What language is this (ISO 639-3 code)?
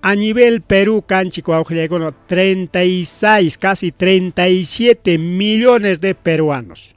quy